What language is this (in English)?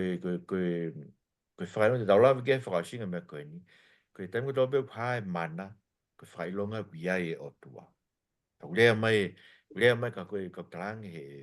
Tongan